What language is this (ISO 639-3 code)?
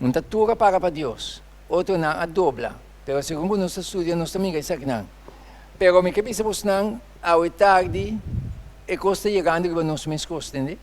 pap